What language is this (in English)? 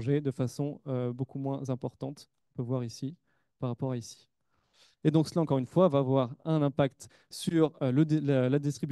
French